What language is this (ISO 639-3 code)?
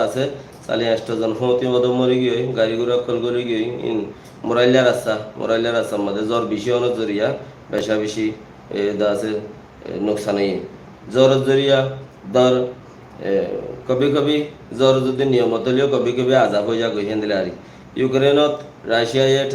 rhg